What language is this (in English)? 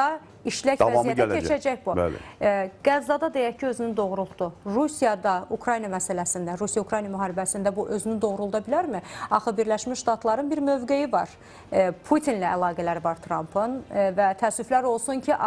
Azerbaijani